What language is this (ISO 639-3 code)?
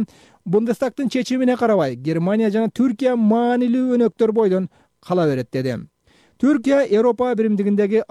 kir